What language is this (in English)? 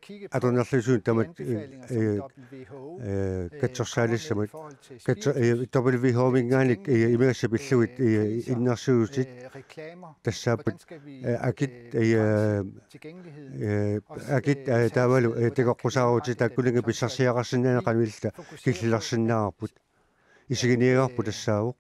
Kalaallisut